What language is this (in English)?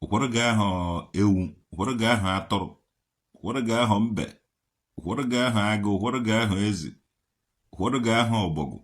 Igbo